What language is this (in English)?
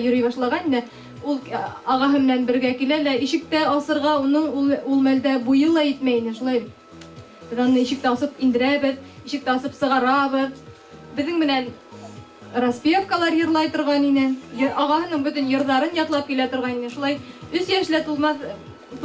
Bashkir